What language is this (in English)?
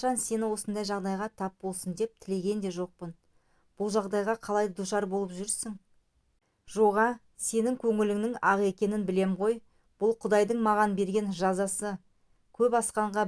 Kazakh